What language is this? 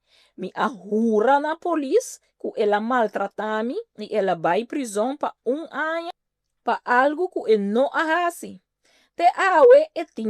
Papiamento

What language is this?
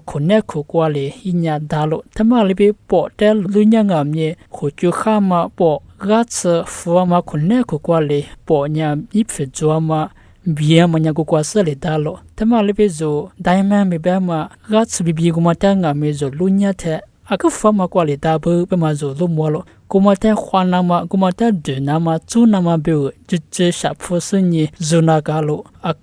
Lisu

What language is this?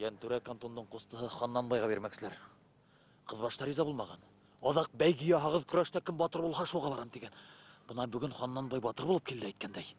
Bashkir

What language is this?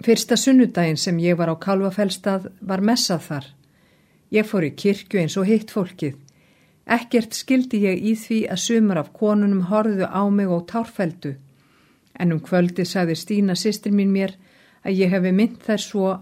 Icelandic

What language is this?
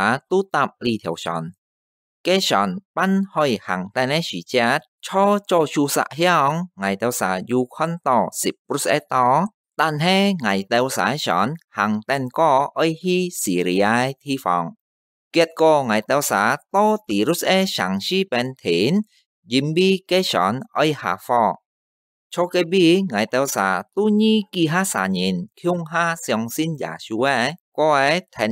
Hakka Chinese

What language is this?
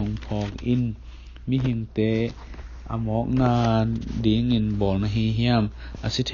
Tedim Chin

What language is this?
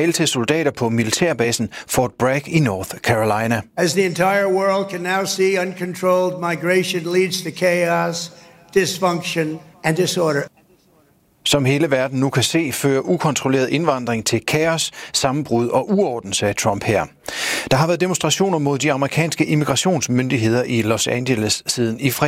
Danish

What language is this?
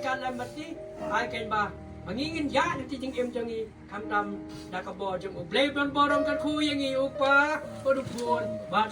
Khasi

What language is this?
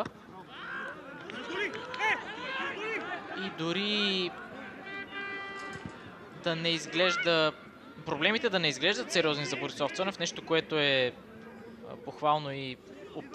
Bulgarian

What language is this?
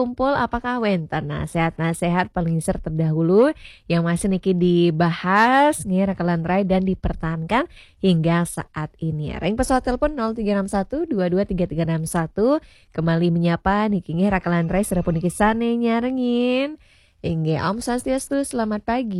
Balinese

